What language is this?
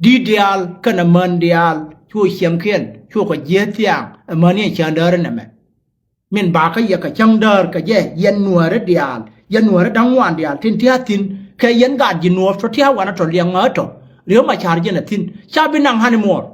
Nuer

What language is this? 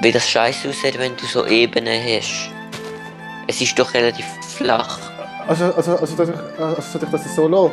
Swiss German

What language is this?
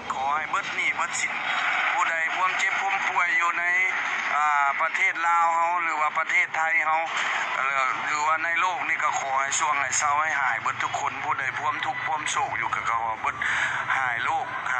Lao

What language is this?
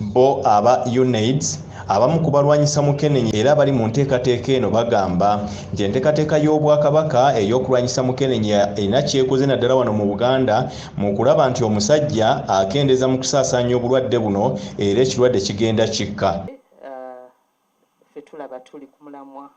Ganda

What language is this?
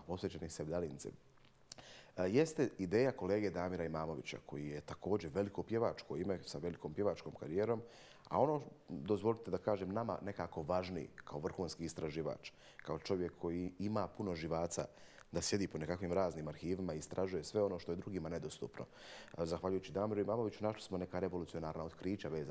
Bosnian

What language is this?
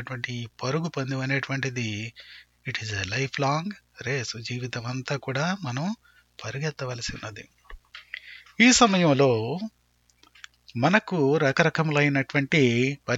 Telugu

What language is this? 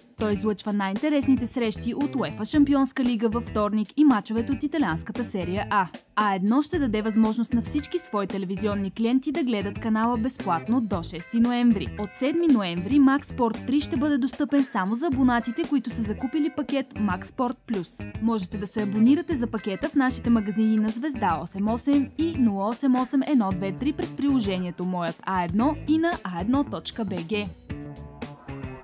Bulgarian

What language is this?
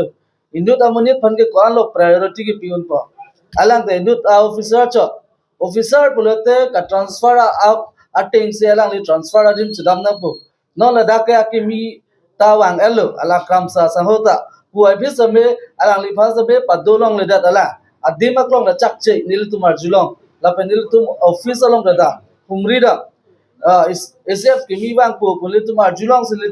Karbi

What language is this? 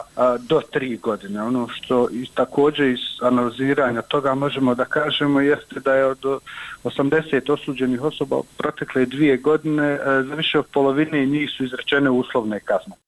Bosnian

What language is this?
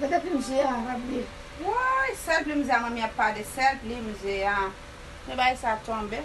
Haitian Creole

